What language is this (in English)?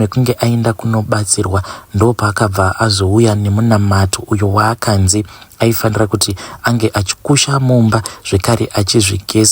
Shona